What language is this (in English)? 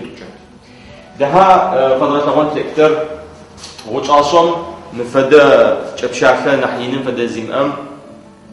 Adyghe